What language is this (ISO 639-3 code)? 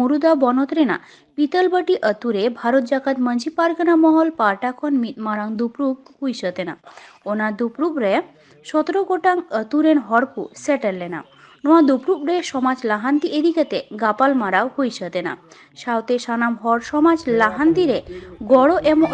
sat